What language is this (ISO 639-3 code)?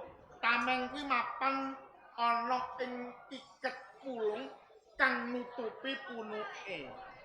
jav